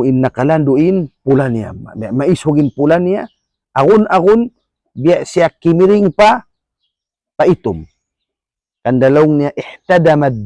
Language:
Tausug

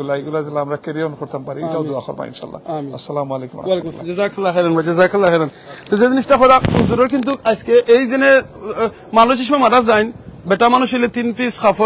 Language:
Sylheti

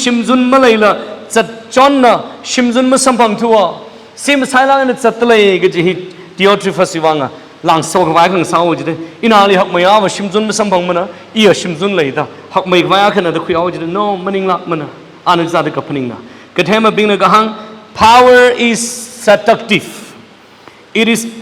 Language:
Tangkhul Naga (India)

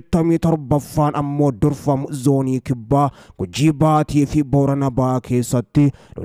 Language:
Oromo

